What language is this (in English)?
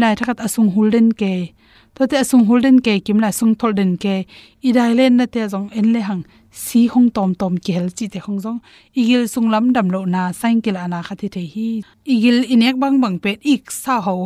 Tedim Chin